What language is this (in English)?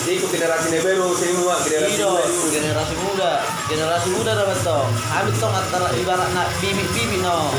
Batak Toba